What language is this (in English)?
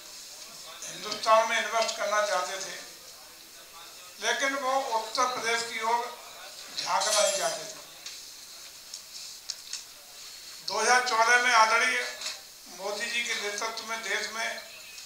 Hindi